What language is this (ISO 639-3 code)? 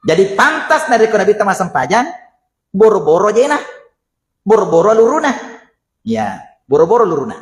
bug